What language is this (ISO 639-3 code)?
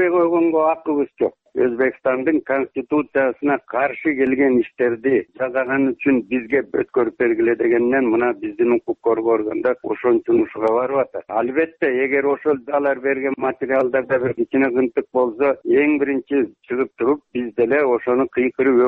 kir